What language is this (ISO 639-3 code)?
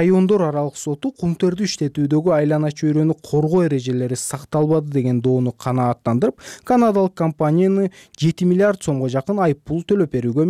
kir